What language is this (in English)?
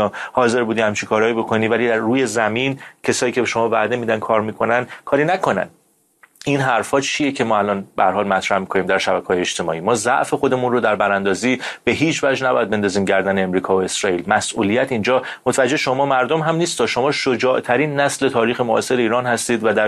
Persian